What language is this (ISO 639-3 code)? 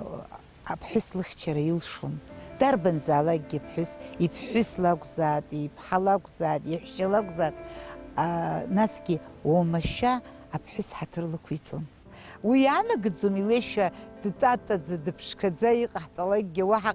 abk